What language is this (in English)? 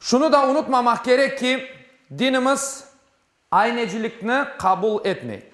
Crimean Tatar